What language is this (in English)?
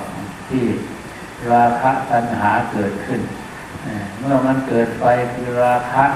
Thai